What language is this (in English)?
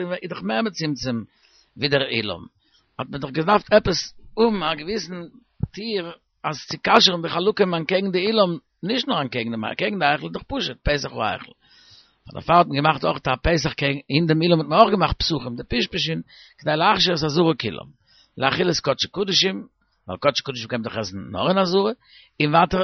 Yiddish